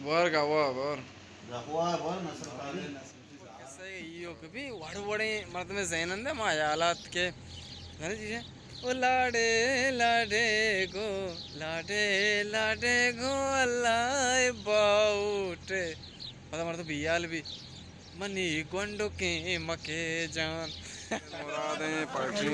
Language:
Baluchi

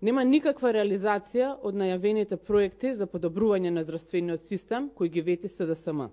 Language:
Macedonian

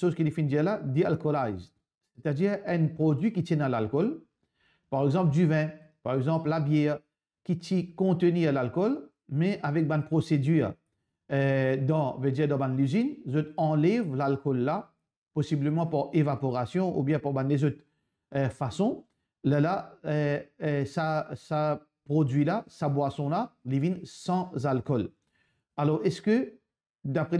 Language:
Morisyen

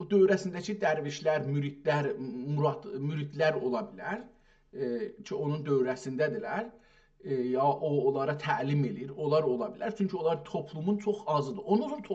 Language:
South Azerbaijani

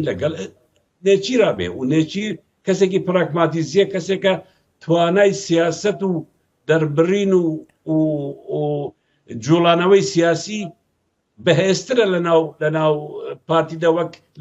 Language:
Central Kurdish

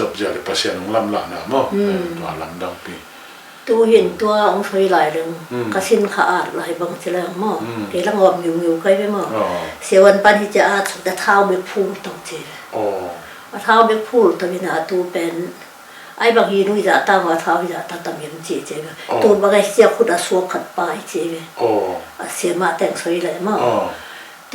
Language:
Tedim Chin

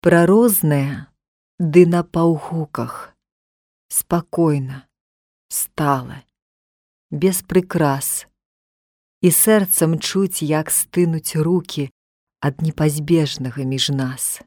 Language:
Belarusian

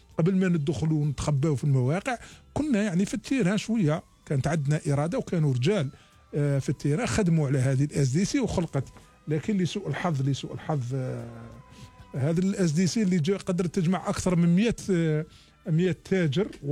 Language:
Algerian Arabic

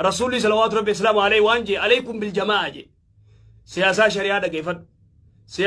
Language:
Oromo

